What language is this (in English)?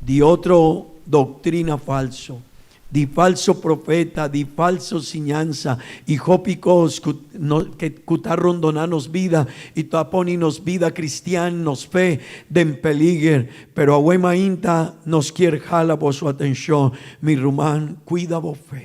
Papiamento